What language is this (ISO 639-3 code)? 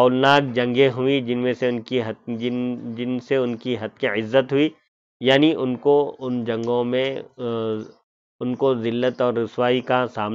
urd